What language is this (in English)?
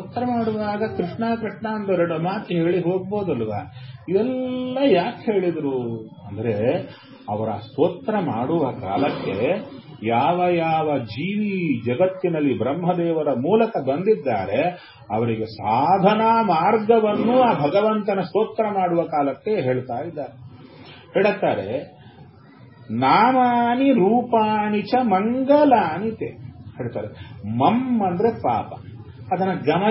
Kannada